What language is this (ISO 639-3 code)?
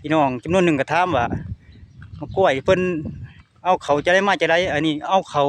lao